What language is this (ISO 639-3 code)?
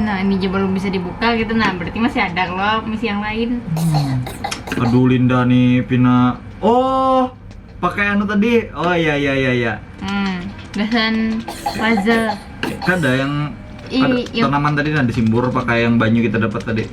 bjn